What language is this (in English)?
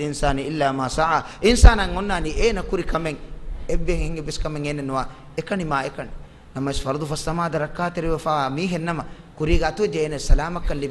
Divehi